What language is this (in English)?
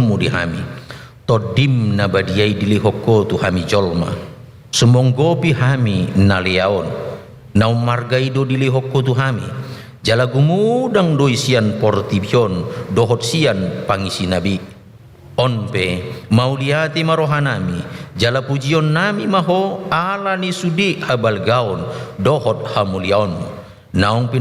Batak Toba